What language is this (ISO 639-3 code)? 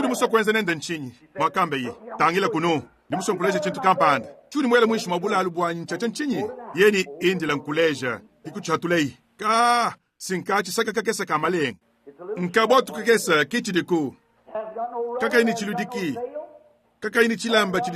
lua